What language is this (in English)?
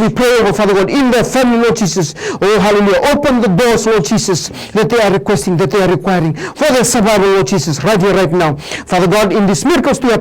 Fijian